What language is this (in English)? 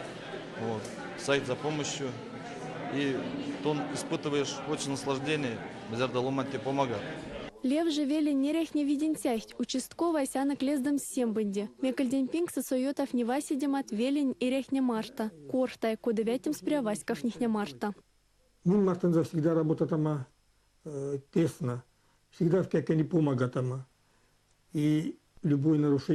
Erzya